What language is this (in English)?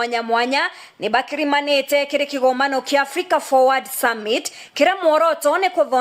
Meru